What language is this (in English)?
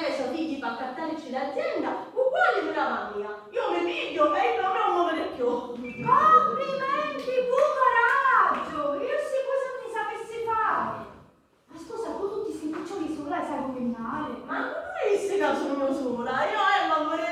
Sicilian